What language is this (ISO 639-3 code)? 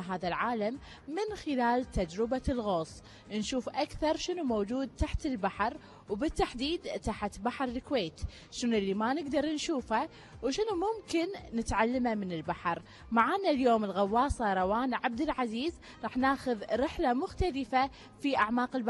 afb